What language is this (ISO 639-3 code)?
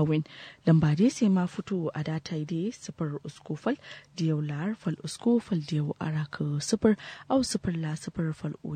kau